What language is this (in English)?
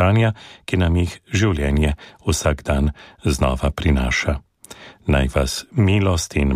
Slovenian